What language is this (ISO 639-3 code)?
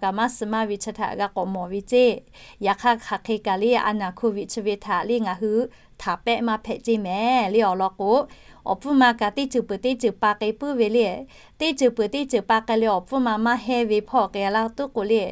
lhu